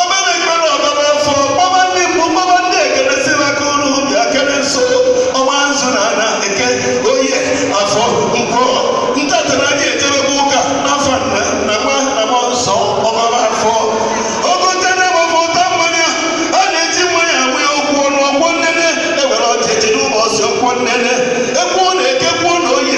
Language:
Igbo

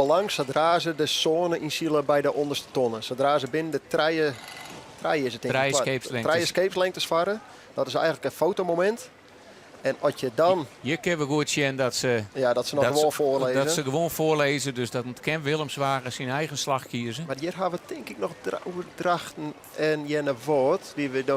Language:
Western Frisian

